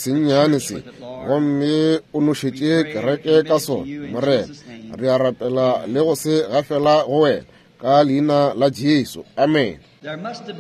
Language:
Northern Sotho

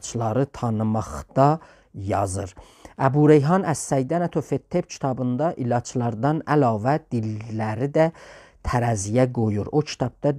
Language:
South Azerbaijani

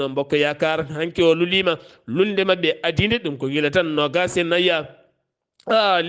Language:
Fula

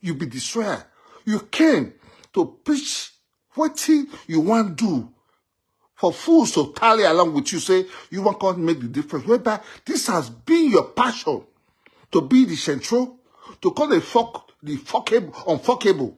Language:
Nigerian Pidgin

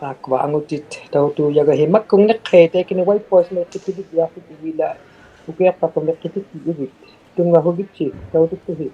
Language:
Inuktitut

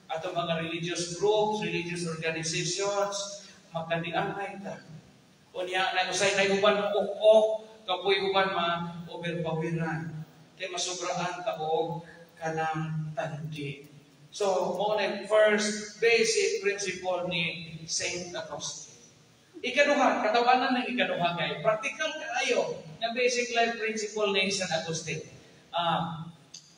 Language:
Cebuano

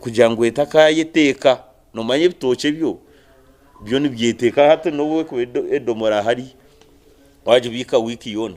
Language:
Nyankole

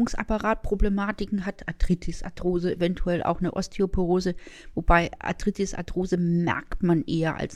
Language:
German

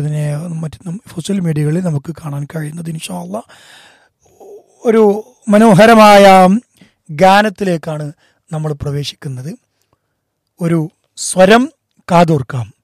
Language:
Malayalam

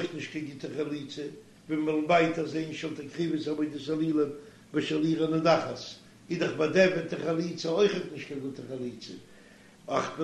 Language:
Yiddish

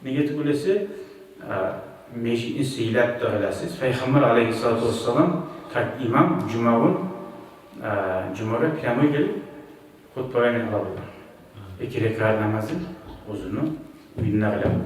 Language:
Kumyk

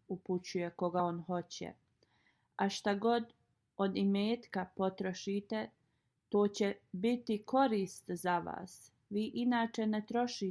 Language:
Bosnian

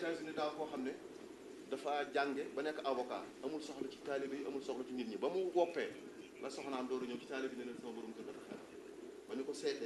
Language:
Wolof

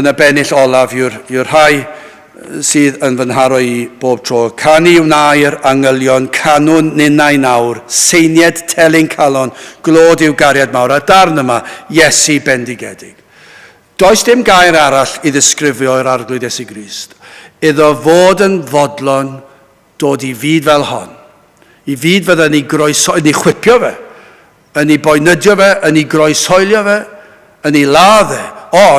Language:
Welsh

